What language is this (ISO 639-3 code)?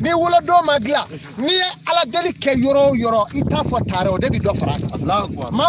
bam